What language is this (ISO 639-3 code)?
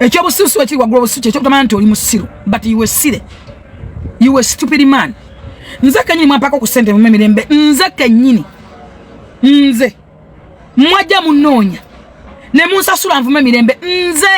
lug